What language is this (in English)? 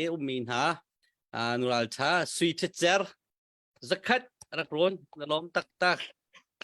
Hakha Chin